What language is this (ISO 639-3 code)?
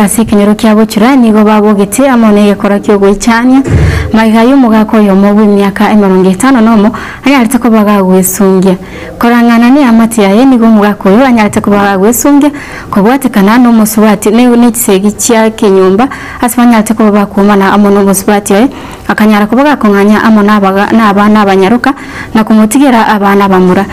guz